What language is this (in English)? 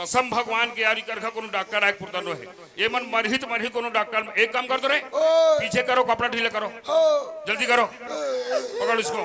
Chhattisgarhi